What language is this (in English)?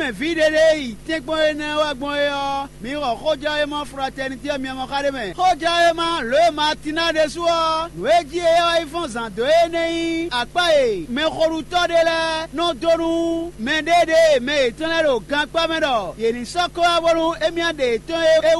Fon